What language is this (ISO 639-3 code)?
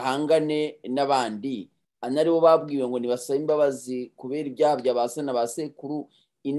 kin